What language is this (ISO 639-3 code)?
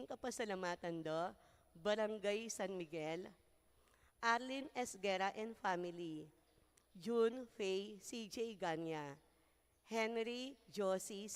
pam